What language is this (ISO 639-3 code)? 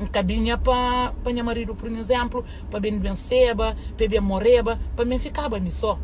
kea